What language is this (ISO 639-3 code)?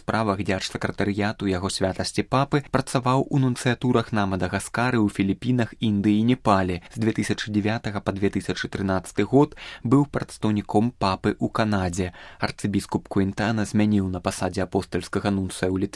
bel